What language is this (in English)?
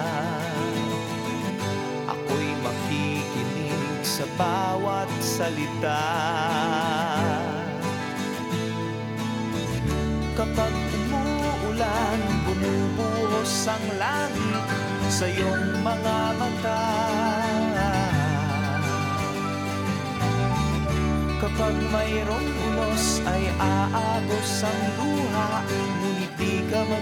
Filipino